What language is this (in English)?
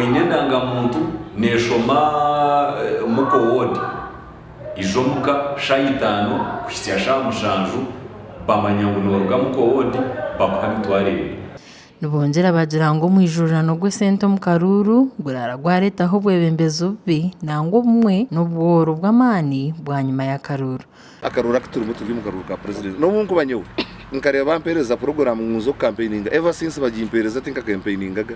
Nyankole